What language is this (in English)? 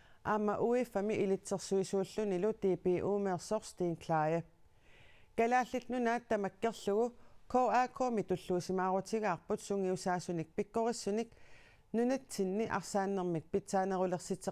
Kalaallisut